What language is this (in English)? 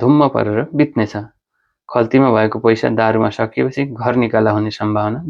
Nepali